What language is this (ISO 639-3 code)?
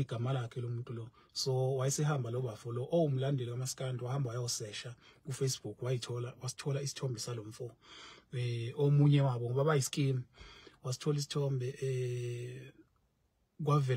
zul